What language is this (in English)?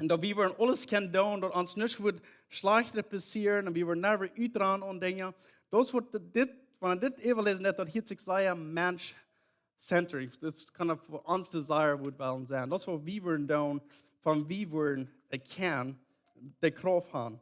Plautdietsch